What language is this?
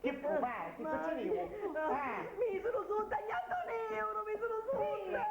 Sicilian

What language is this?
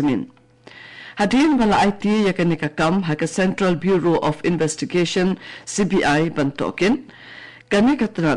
Khasi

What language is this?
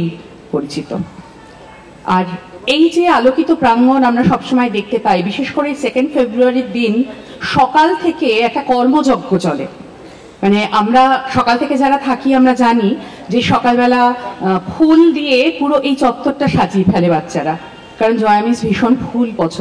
Bangla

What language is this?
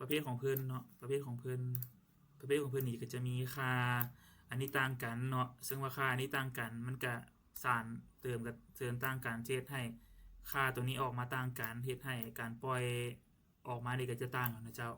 Lao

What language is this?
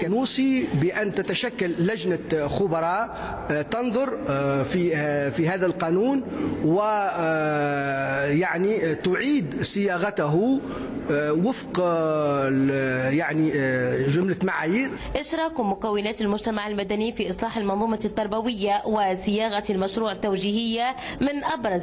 Tunisian Arabic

